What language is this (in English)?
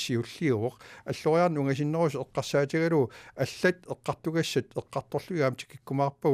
Kalaallisut